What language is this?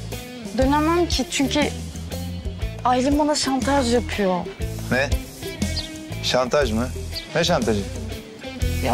Turkish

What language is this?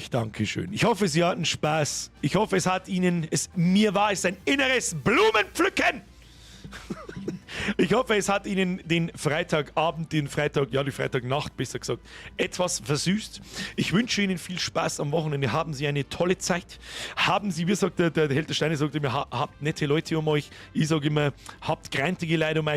Bavarian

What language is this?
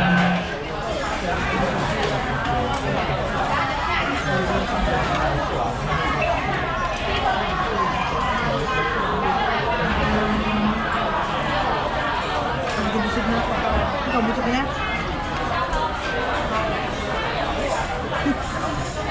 Filipino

